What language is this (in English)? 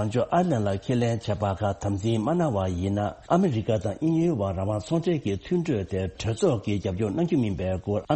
Tibetan